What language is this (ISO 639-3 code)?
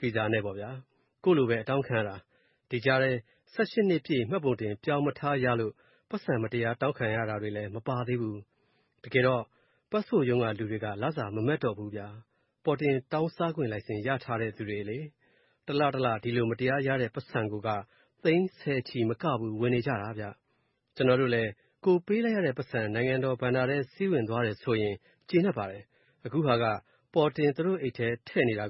mya